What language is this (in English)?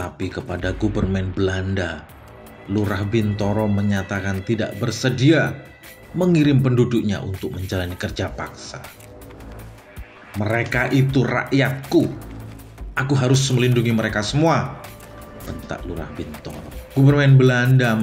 Indonesian